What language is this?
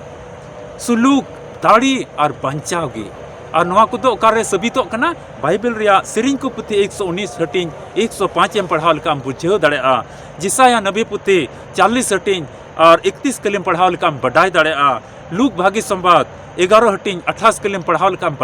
Santali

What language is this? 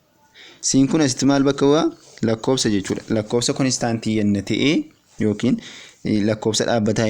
Oromo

